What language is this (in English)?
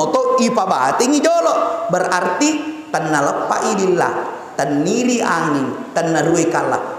Buginese